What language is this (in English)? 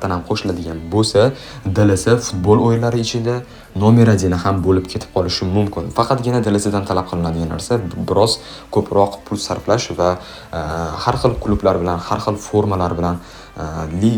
Uzbek